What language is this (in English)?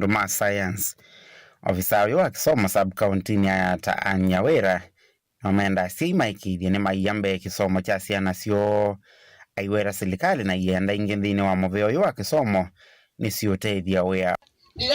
Kamba